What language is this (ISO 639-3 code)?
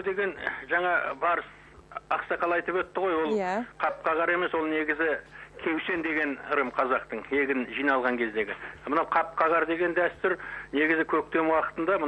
kaz